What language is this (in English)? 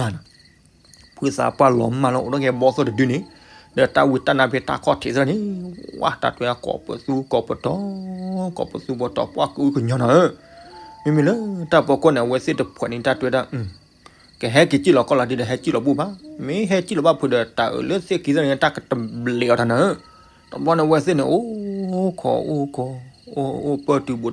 S'gaw Karen